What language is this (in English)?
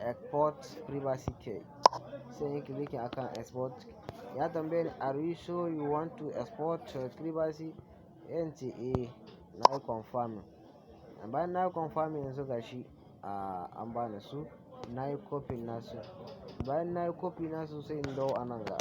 Hausa